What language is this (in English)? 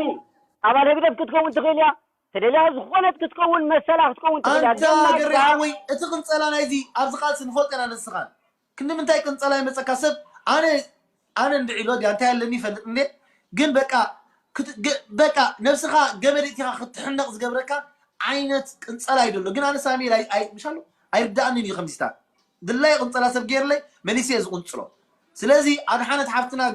Tigrinya